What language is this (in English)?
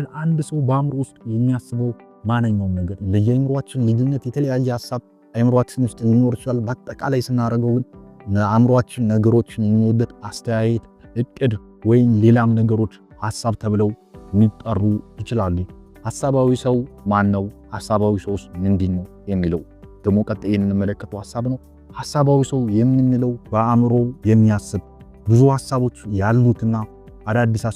Amharic